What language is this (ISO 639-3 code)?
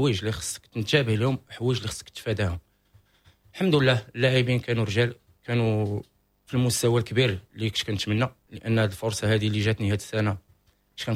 ary